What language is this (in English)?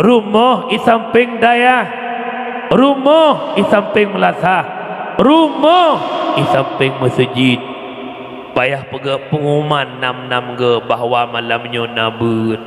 Achinese